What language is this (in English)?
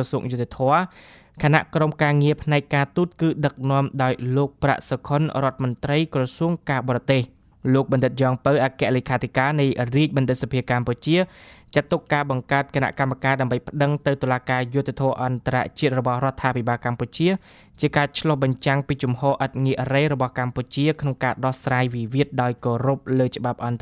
Khmer